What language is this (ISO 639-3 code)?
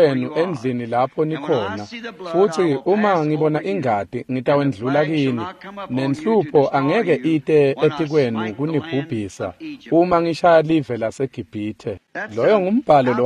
ssw